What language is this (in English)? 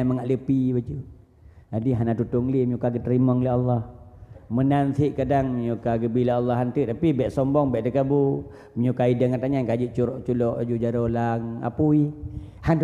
Achinese